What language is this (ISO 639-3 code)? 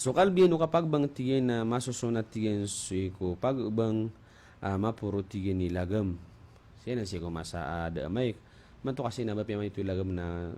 mrw